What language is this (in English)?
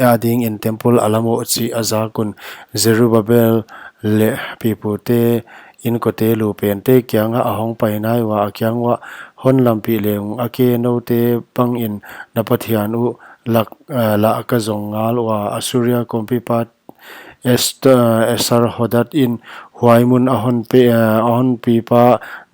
Paite Chin